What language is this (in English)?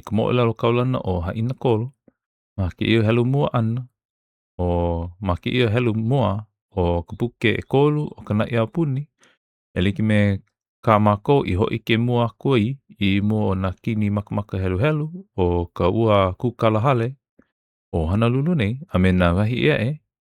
Hawaiian